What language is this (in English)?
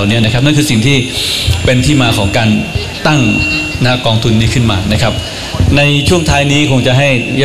Thai